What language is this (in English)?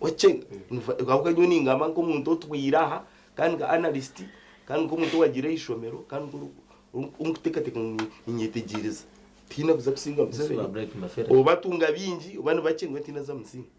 Nyankole